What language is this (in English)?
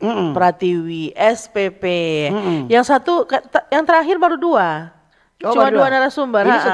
Manado Malay